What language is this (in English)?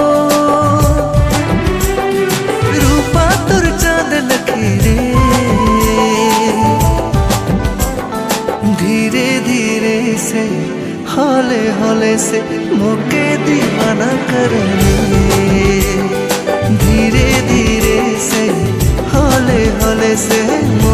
Sadri